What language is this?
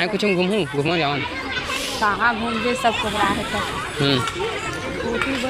Chhattisgarhi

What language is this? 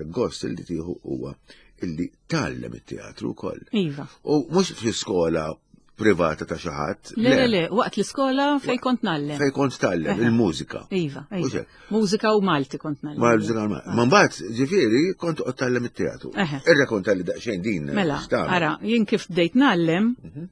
Maltese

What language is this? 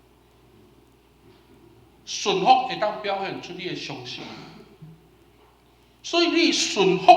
Min Nan Chinese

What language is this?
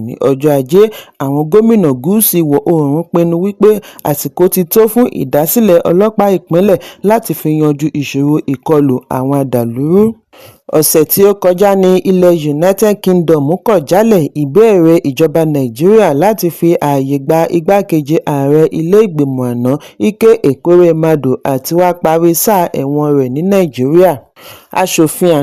Yoruba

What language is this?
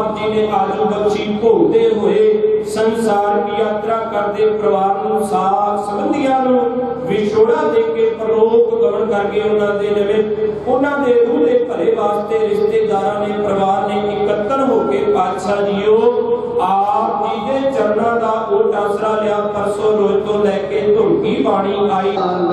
Punjabi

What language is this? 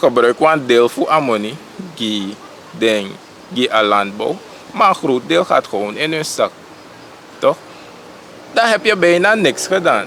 Sranan Tongo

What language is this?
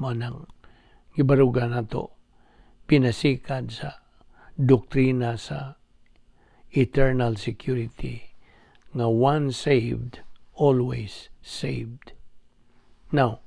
Cebuano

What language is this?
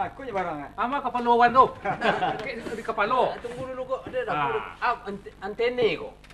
Minangkabau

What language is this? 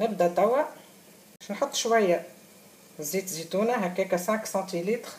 Tunisian Arabic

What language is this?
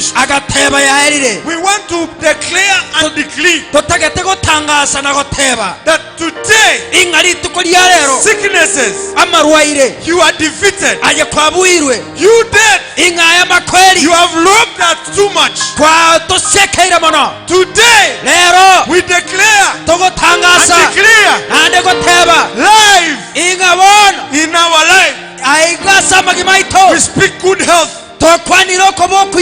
Gusii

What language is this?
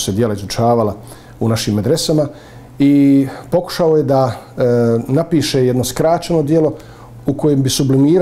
Bosnian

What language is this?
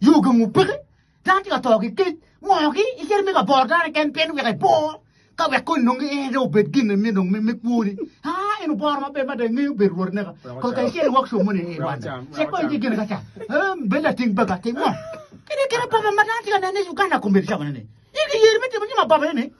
Acoli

